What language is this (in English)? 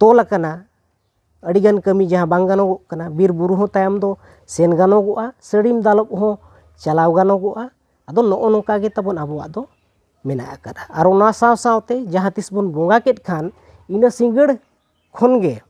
Santali